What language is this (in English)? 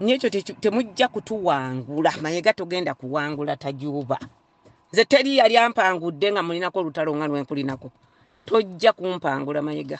Ganda